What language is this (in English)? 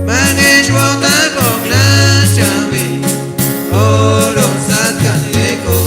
Chuj